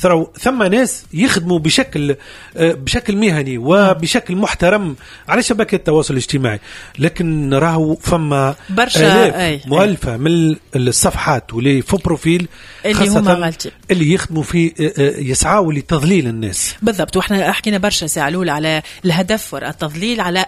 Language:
Tunisian Arabic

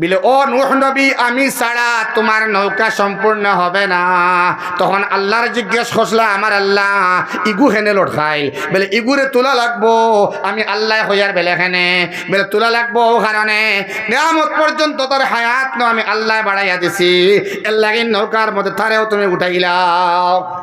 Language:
Sylheti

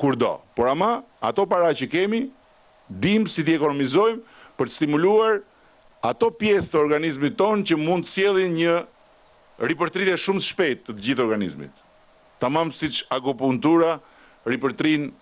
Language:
Albanian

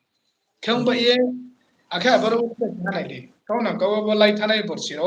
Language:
Riang (India)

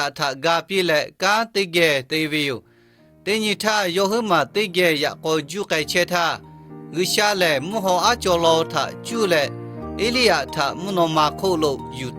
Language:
Lahu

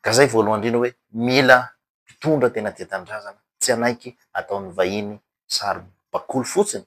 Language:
Malagasy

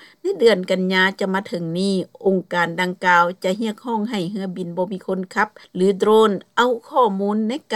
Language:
Lao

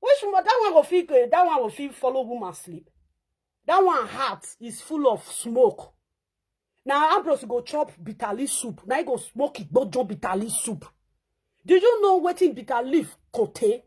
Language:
Nigerian Pidgin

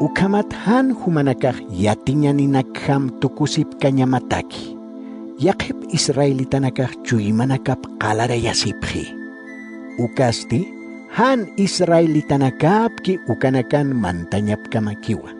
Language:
Aymara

